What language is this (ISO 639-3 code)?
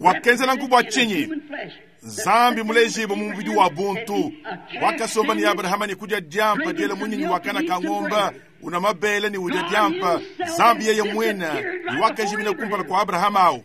lua